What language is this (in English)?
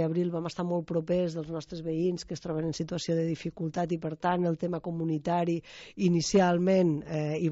Catalan